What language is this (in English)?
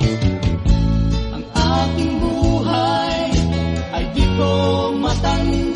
Filipino